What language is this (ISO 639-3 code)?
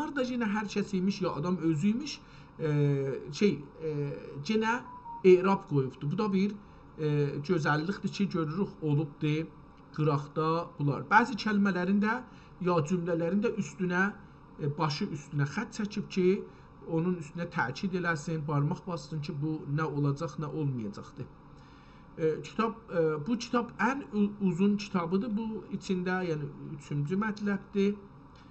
azb